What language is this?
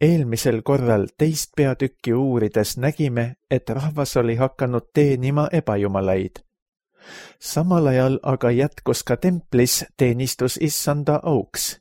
Estonian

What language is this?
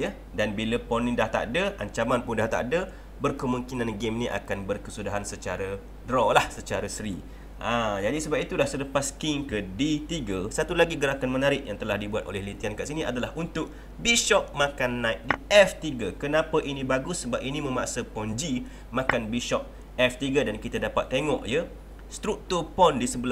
Malay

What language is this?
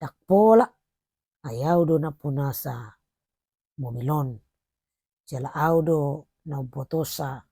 Batak Toba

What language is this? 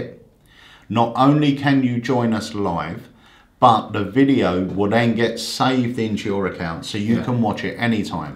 English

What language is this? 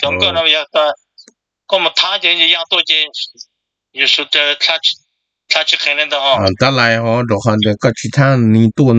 Hmong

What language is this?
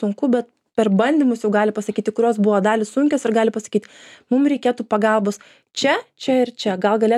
Lithuanian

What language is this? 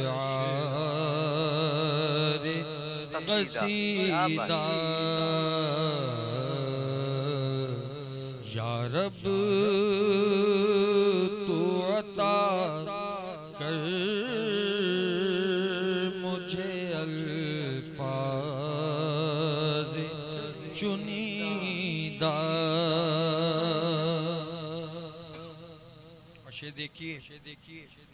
Urdu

